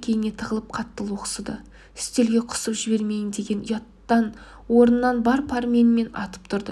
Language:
Kazakh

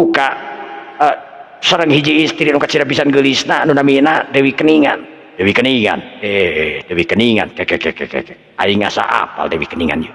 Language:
Sundanese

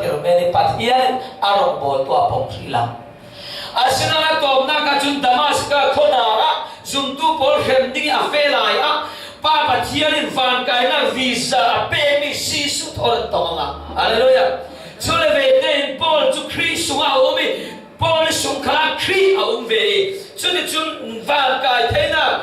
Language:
Falam Chin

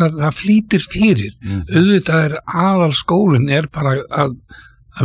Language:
Icelandic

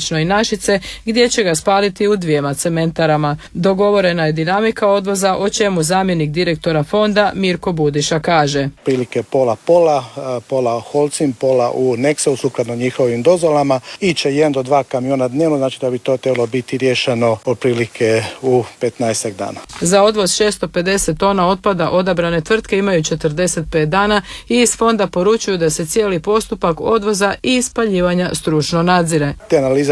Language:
Croatian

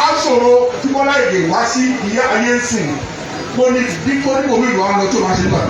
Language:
Yoruba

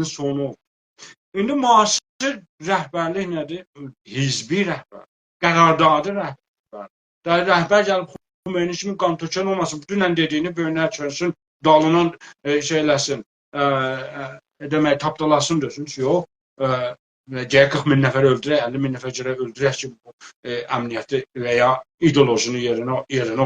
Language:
South Azerbaijani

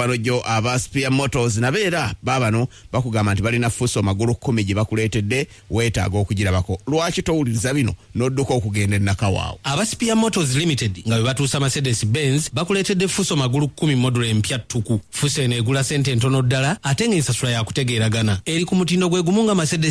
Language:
Ganda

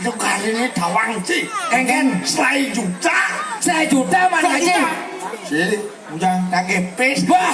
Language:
Balinese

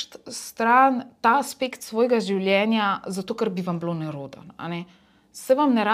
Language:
Slovenian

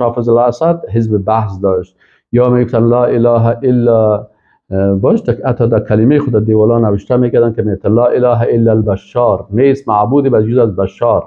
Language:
Persian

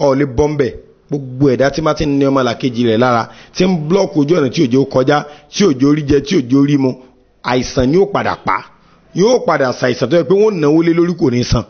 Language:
Yoruba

